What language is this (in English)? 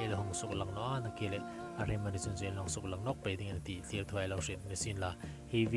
Hmar